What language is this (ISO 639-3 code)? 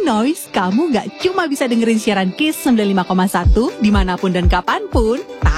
ind